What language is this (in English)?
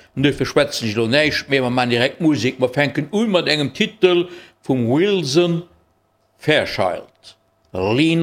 Luxembourgish